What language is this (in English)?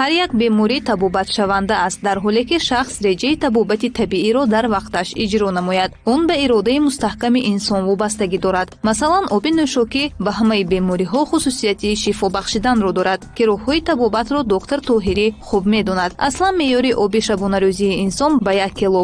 Tajik